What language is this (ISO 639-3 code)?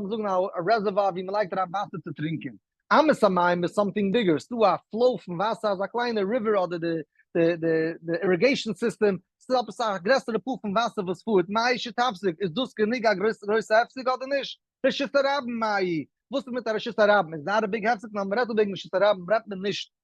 yid